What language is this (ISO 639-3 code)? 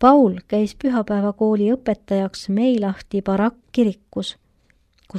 est